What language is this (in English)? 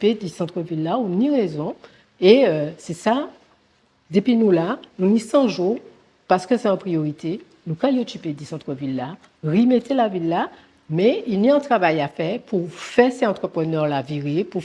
Guadeloupean Creole French